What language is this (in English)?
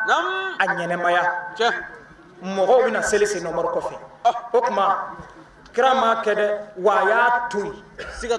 Bambara